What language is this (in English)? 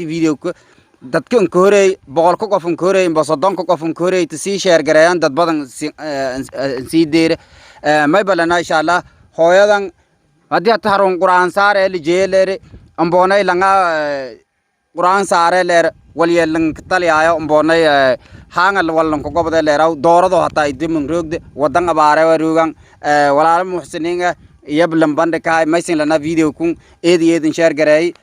Somali